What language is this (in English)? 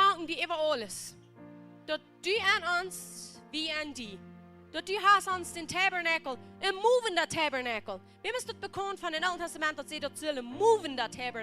Plautdietsch